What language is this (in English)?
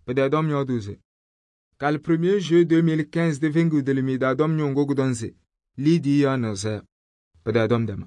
Kabiyè